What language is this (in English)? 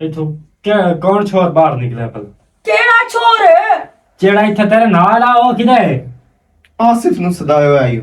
Western Panjabi